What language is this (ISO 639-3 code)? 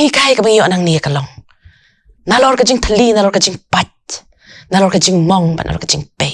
kha